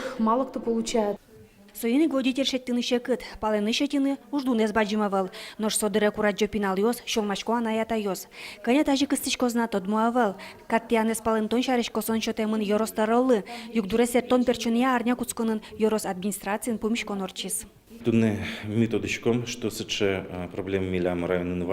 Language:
Udmurt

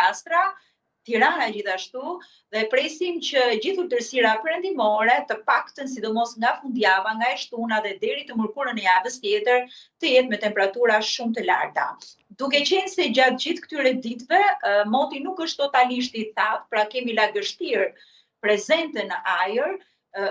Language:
Albanian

